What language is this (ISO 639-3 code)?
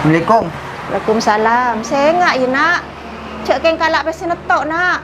mad